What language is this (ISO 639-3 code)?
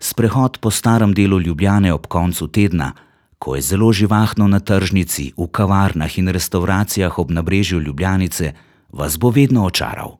slv